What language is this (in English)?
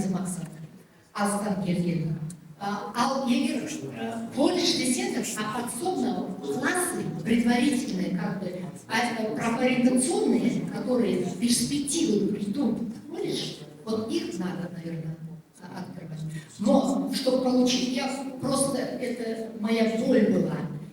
Kazakh